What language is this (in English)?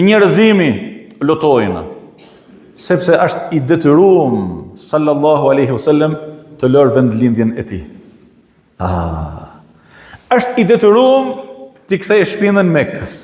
Albanian